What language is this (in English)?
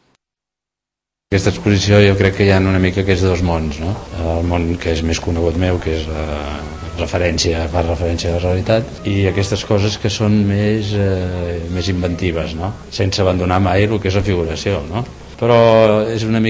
Catalan